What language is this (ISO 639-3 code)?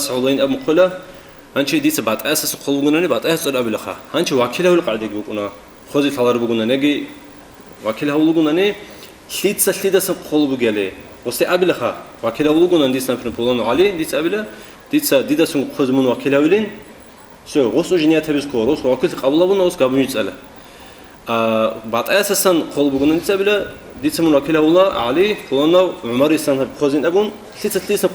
ava